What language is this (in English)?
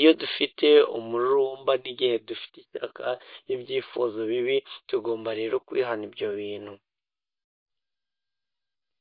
Kinyarwanda